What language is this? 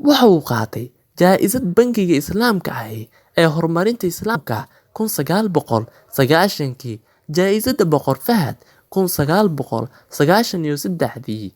Somali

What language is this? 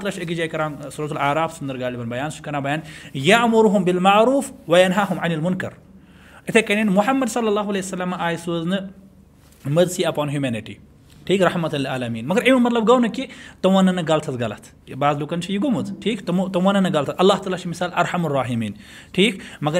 Kashmiri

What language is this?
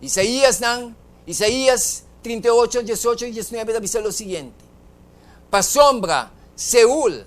Papiamento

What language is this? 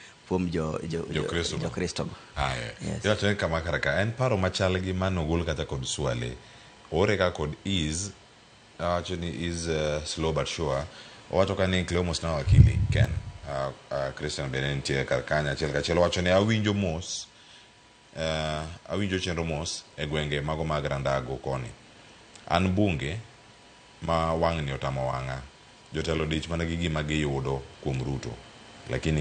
Luo (Kenya and Tanzania)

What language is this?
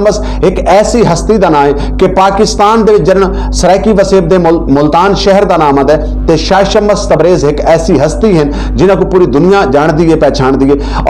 Saraiki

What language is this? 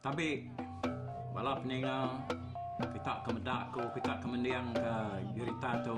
Iban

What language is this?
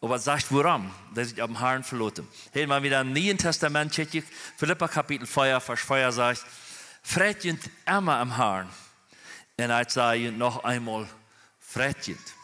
Plautdietsch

